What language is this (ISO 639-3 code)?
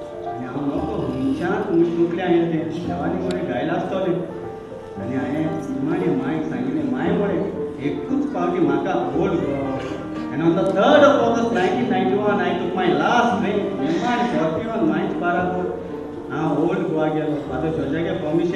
kok